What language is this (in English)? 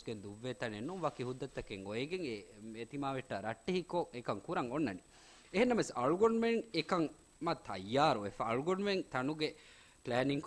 Divehi